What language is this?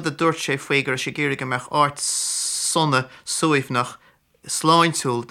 Irish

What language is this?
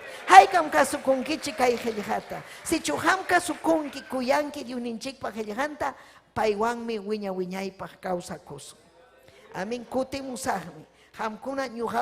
Ayacucho Quechua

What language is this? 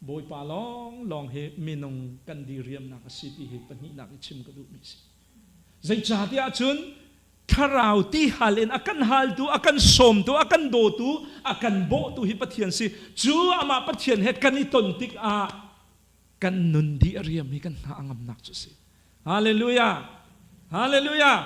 Hakha Chin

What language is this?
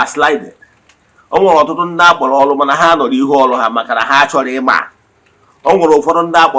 Igbo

